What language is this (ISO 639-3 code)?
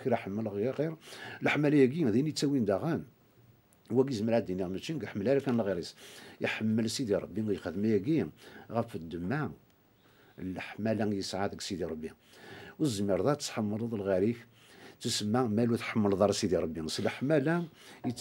kab